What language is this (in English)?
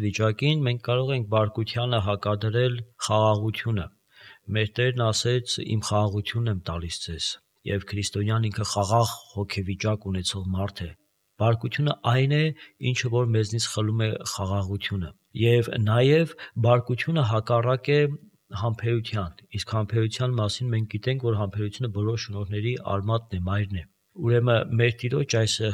Armenian